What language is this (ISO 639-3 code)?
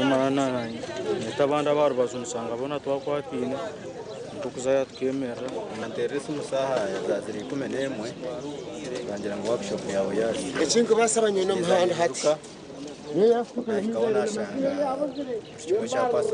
nyn